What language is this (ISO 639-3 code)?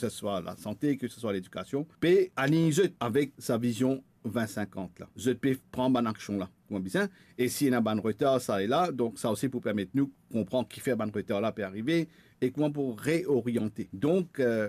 mfe